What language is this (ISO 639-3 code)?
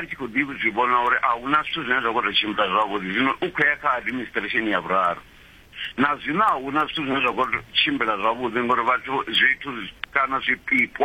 ven